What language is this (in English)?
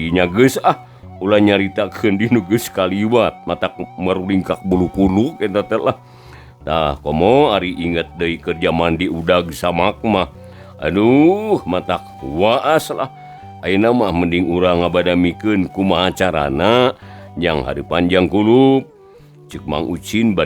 Sundanese